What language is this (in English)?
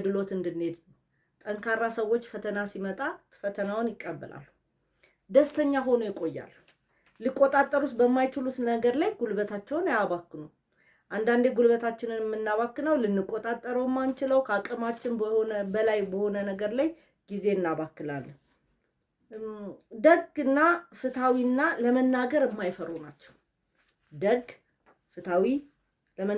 Amharic